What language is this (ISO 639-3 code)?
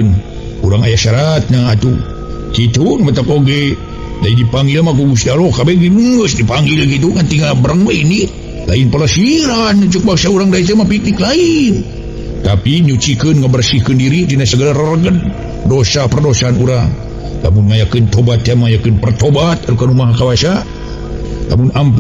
sun